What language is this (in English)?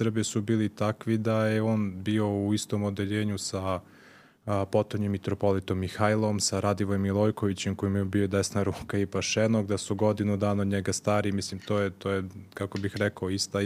Serbian